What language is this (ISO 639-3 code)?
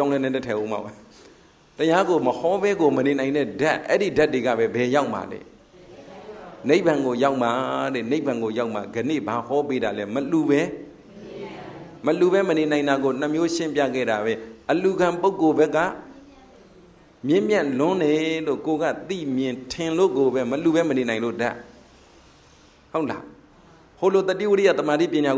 mya